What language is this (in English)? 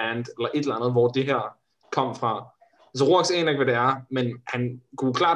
Danish